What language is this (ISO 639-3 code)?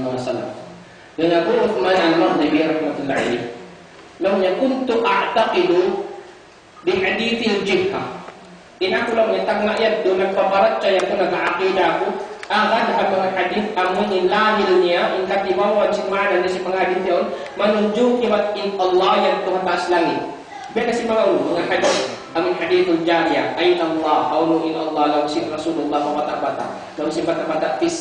tsg